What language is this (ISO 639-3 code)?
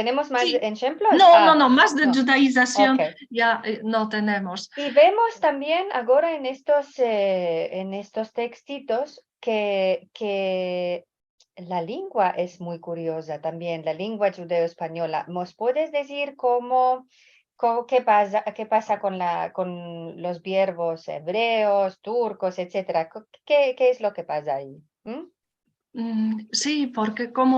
lad